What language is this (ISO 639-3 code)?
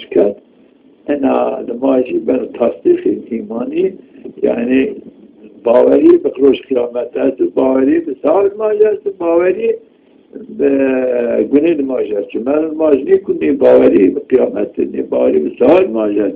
zza